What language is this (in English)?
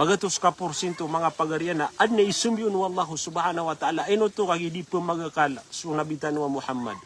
Maranao